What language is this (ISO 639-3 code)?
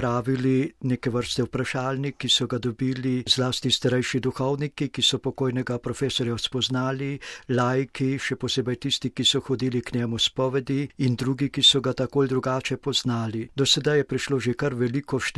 slv